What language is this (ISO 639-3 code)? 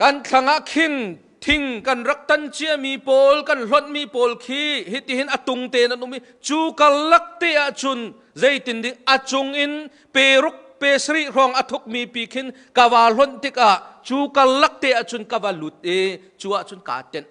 cnh